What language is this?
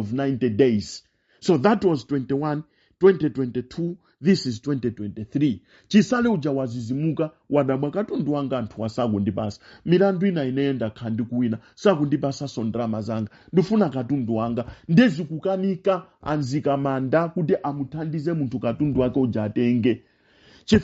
Nyanja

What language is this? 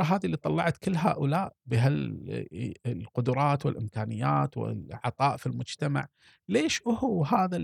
Gulf Arabic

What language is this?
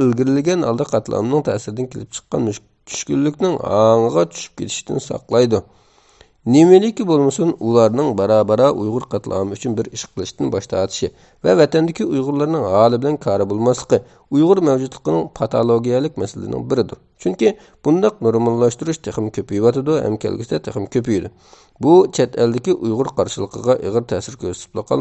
Uyghur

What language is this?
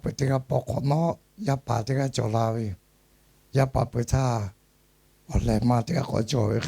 Lahu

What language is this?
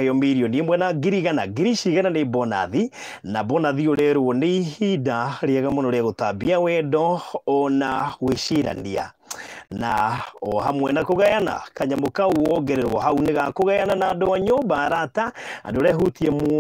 Kikuyu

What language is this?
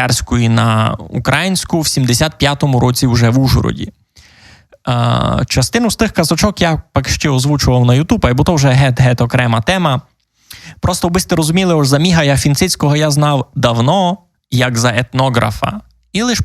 Rusyn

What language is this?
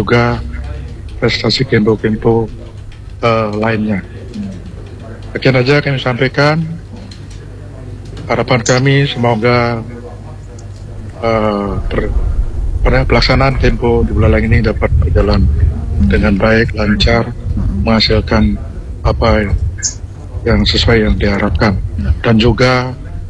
Indonesian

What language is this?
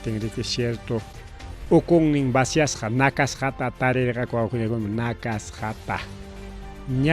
Ayacucho Quechua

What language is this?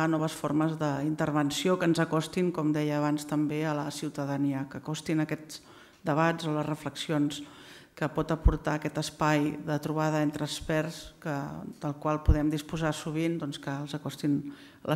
Catalan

